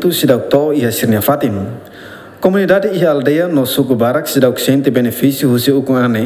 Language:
Tetum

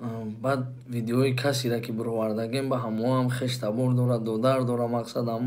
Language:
Tajik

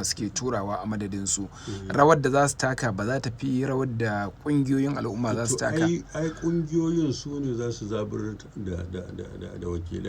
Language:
Hausa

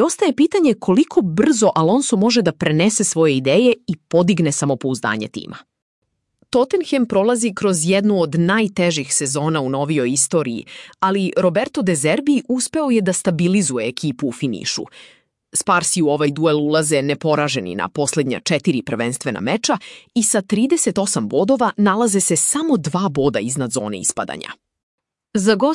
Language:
Serbian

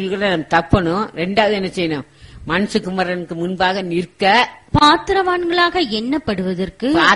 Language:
Tamil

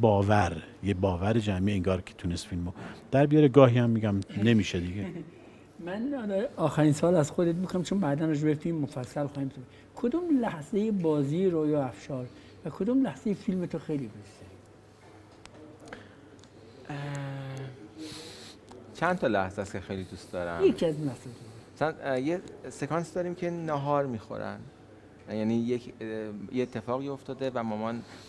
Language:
Persian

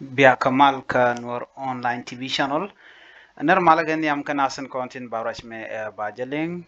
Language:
Nuer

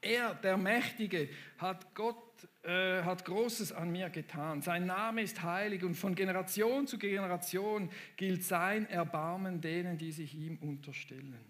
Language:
Swiss German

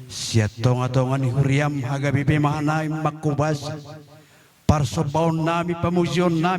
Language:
Batak Toba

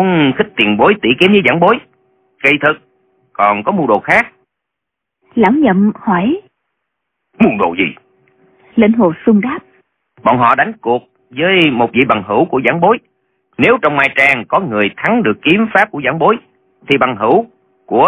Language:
Vietnamese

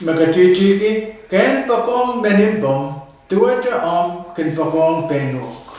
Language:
Pohnpeian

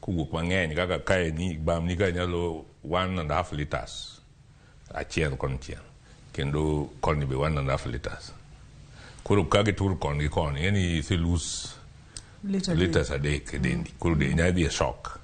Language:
Luo (Kenya and Tanzania)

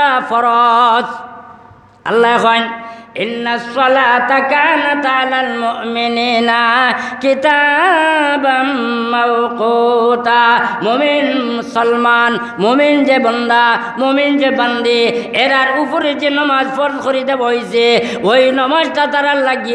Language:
Sylheti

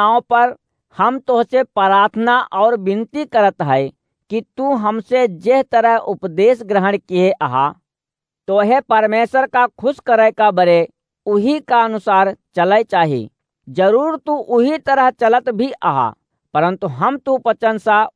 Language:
Awadhi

